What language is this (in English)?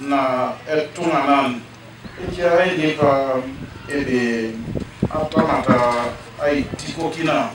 Teso